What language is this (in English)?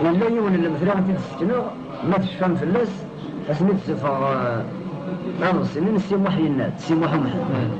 Kabyle